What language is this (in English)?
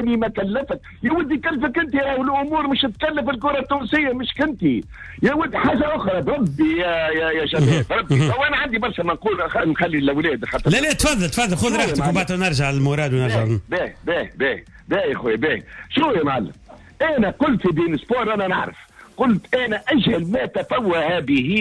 Tunisian Arabic